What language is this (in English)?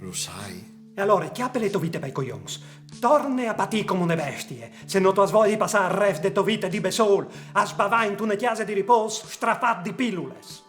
Friulian